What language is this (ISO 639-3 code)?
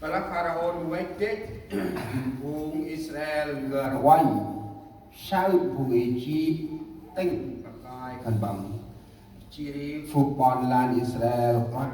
cmo